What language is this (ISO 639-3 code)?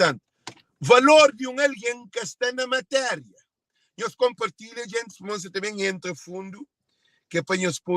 kea